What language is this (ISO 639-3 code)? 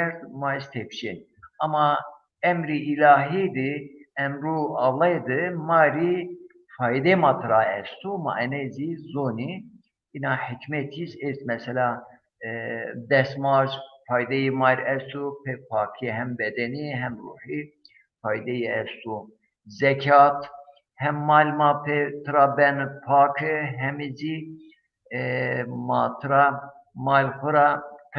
zza